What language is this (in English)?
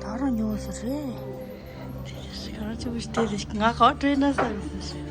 Tibetan